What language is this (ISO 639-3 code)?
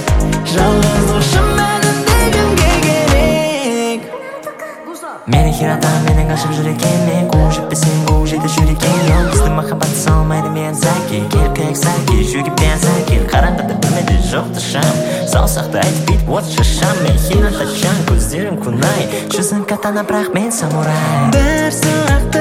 kaz